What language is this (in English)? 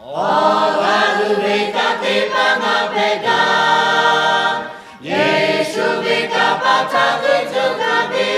Lahu